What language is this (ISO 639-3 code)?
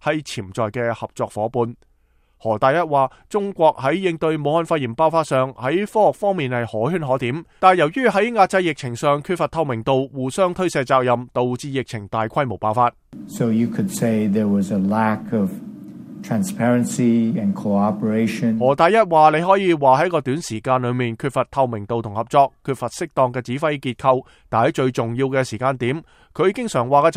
yue